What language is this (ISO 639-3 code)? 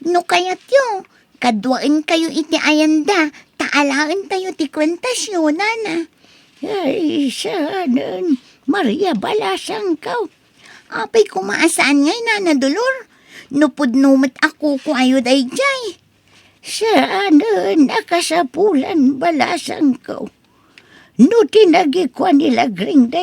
ilo